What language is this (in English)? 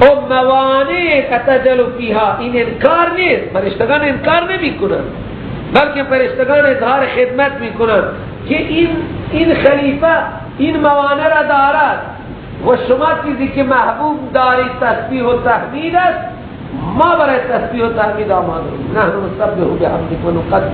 Persian